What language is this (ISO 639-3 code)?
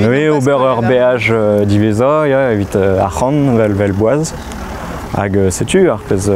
bre